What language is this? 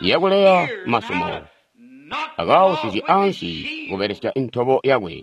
Tonga (Zambia)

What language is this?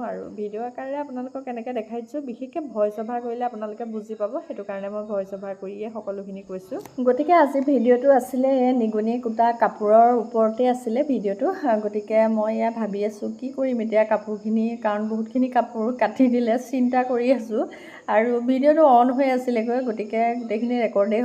Assamese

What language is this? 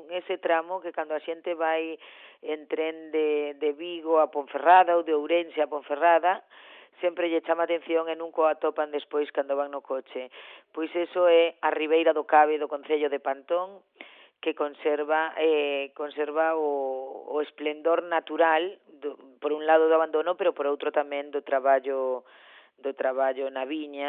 Galician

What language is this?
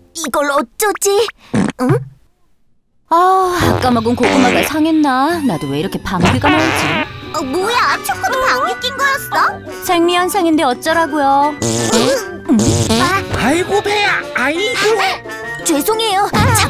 Korean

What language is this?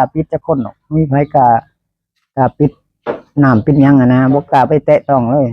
Northeastern Thai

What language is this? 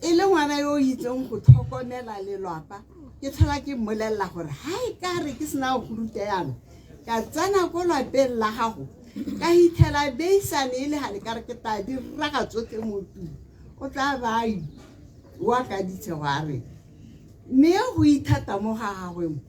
Tswana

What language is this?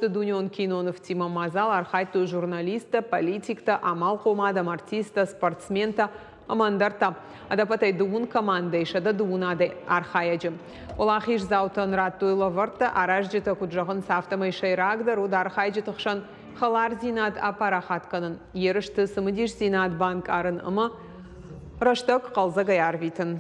Ossetic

